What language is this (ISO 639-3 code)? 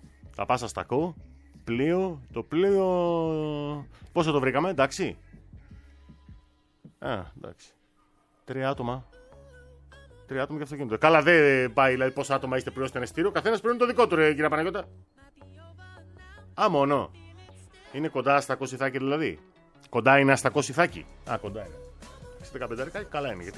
ell